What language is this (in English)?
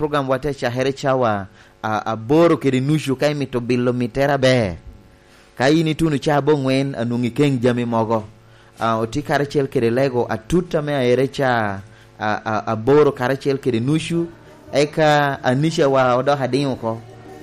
Lango (Uganda)